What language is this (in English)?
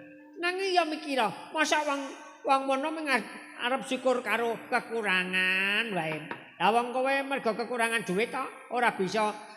Javanese